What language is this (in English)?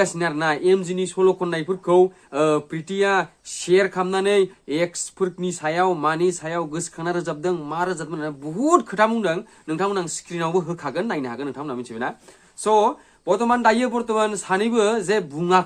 Bodo